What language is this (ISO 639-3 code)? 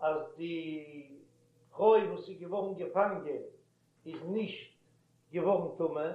yid